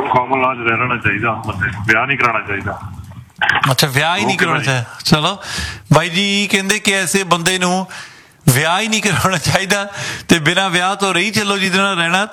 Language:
Punjabi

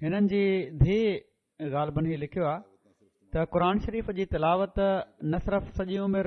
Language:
Sindhi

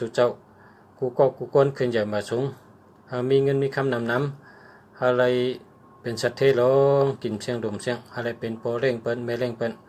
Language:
Shan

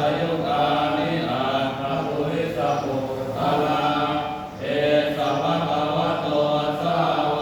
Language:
Pali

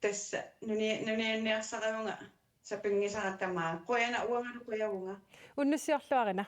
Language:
Kalaallisut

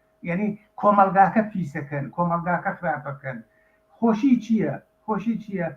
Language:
Central Kurdish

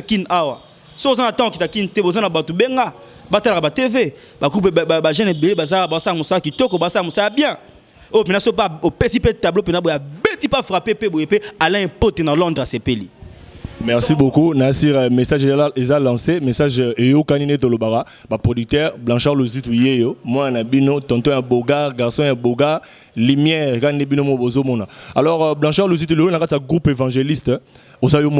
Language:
Lingala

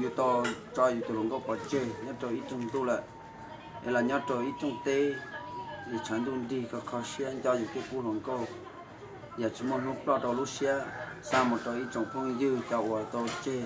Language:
Hmong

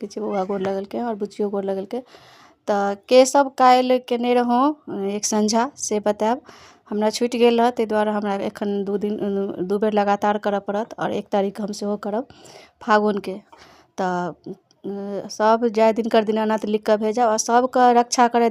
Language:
Maithili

